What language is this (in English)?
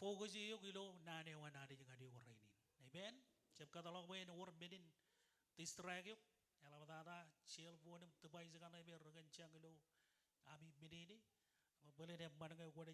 Marshallese